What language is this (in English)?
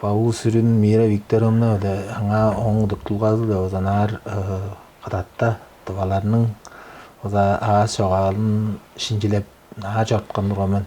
Tuvinian